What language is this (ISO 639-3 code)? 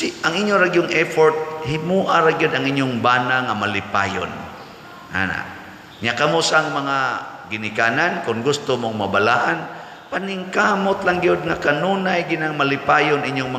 ceb